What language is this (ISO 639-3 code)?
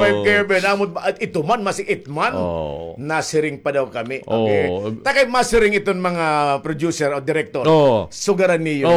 war